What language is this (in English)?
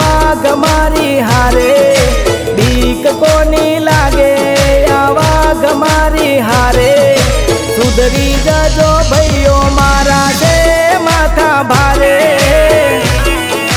Gujarati